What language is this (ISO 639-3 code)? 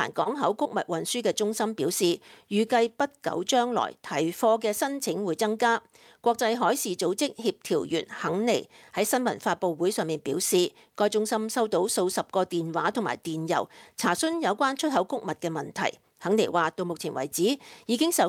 yue